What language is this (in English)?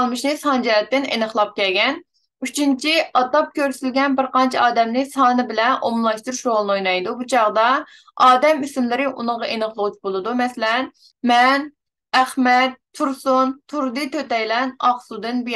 Uyghur